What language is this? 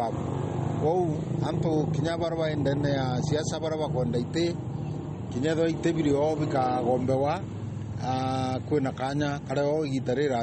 Meru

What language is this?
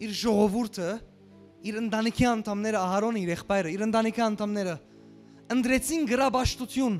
Western Armenian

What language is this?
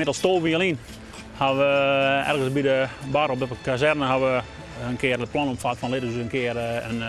Western Frisian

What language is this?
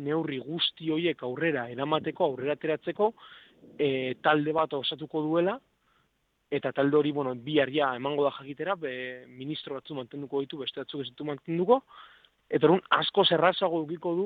Basque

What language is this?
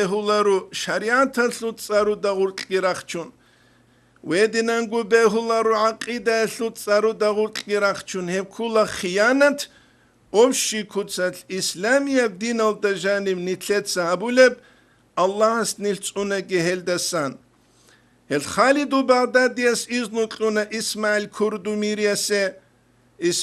Avaric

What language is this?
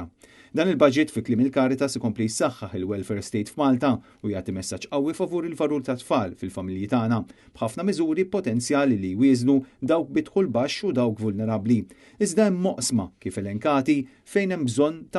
Maltese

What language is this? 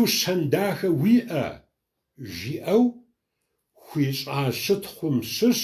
Kabardian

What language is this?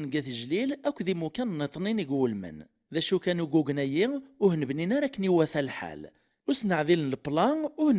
Kabyle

